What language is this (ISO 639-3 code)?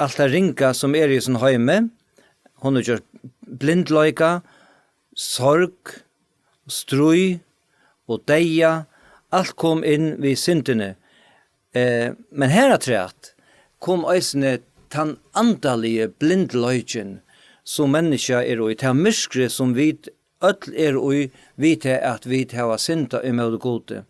fao